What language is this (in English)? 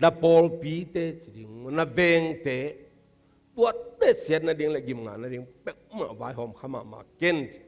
Tedim Chin